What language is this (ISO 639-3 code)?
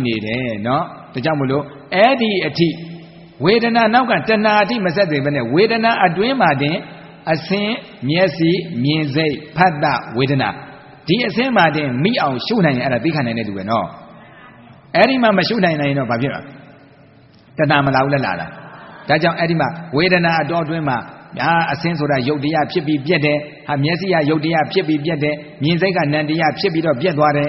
mya